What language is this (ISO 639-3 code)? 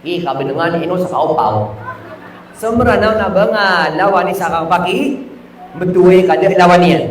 mrw